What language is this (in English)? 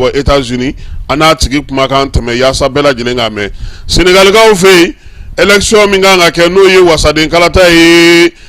Bambara